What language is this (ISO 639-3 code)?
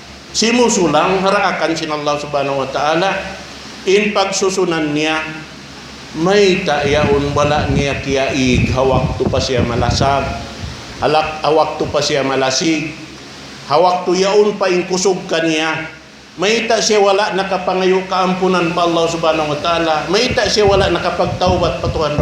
tsg